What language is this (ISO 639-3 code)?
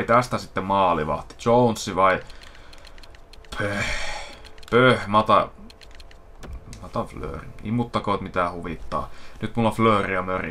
fin